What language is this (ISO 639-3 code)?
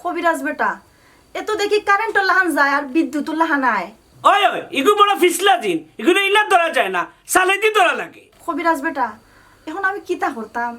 syl